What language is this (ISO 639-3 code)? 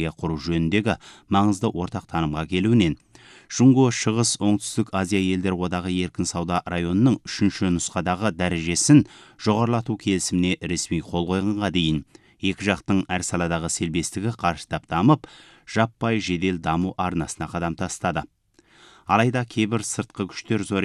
kaz